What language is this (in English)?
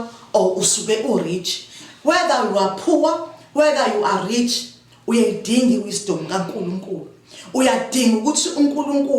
Zulu